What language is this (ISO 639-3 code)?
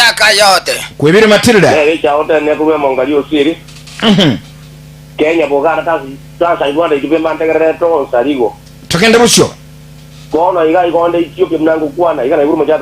guz